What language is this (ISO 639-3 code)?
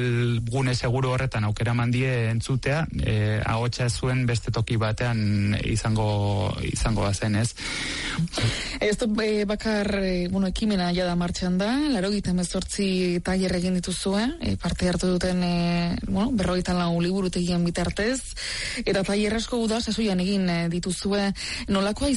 eus